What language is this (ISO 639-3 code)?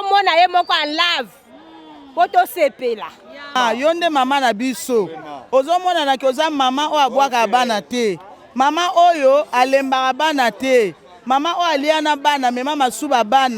lin